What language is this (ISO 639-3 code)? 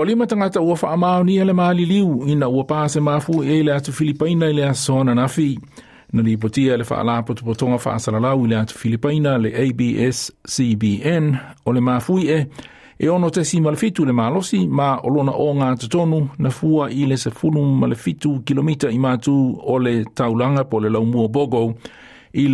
smo